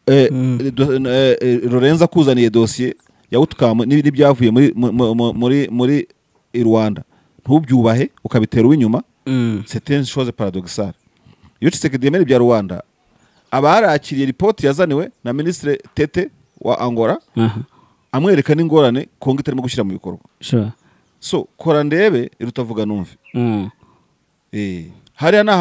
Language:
Kinyarwanda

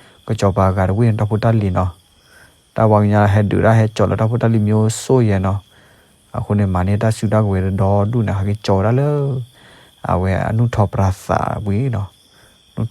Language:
S'gaw Karen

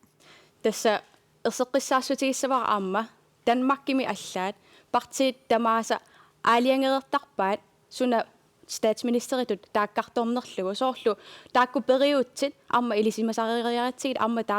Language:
Kalaallisut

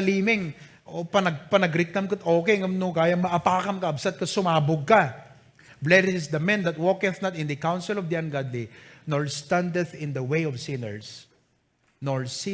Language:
Iloko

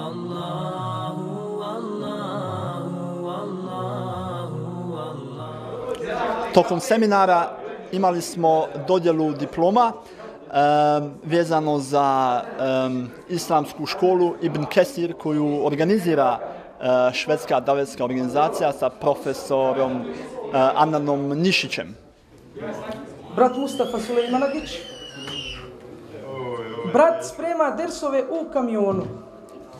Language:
Bosnian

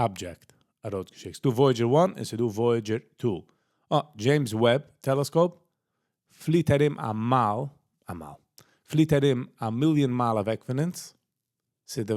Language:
Yiddish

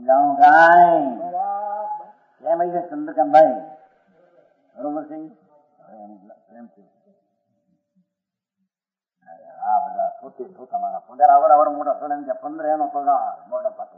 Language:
Gujarati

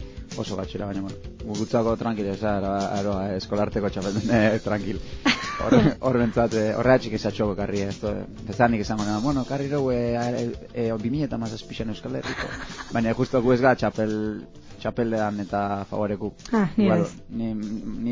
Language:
Basque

